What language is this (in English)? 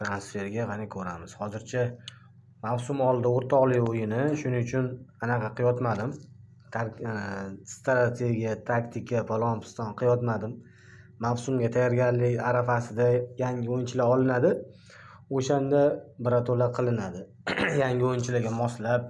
Uzbek